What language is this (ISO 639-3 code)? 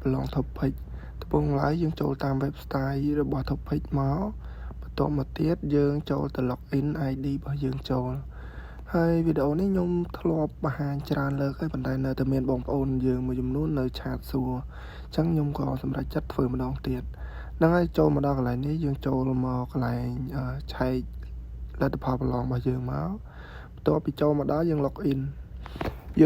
khm